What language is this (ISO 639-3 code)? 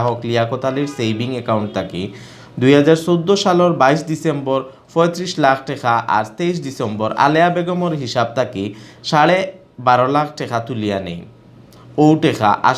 syl